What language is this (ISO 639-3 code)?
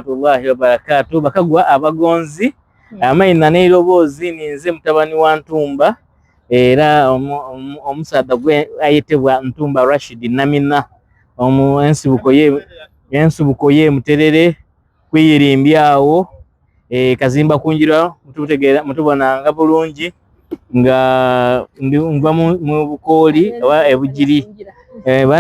xog